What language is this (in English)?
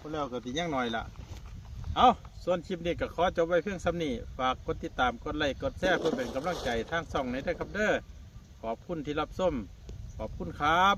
Northeastern Thai